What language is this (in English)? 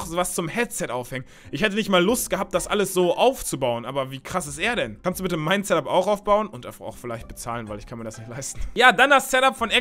German